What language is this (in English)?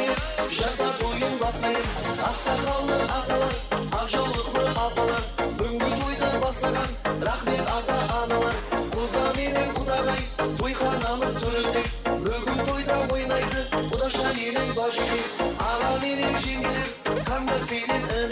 Kara-Kalpak